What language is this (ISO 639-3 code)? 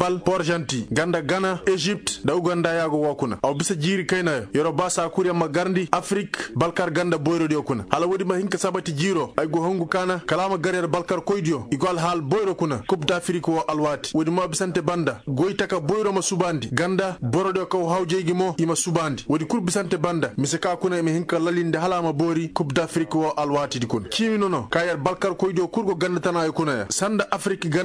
ses